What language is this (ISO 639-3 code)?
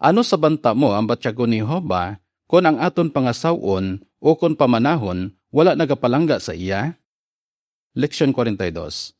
hil